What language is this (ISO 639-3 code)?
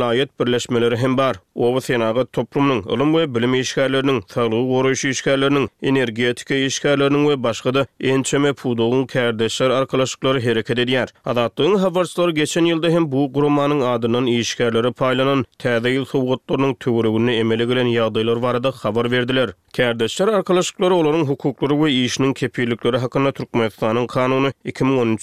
tuk